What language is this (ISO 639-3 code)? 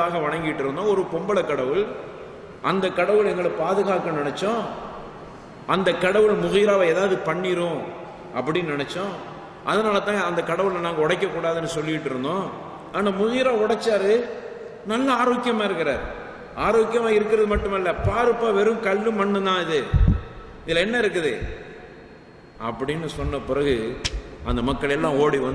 tam